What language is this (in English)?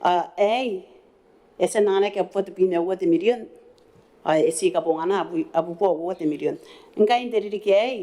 Gilbertese